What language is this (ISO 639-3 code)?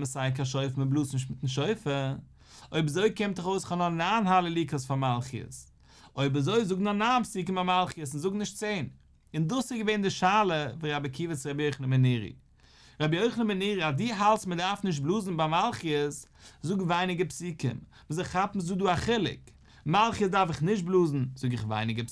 yid